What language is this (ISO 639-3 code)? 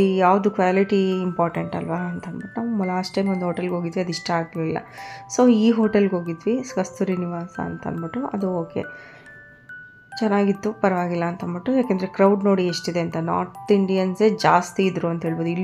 kan